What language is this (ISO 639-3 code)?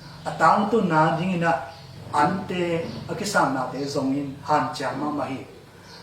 ctd